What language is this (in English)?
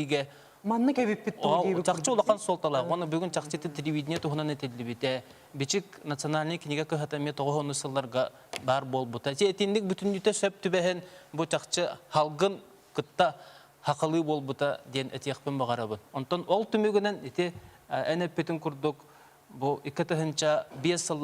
Yakut